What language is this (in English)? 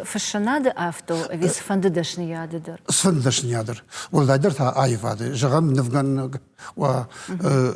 Ossetic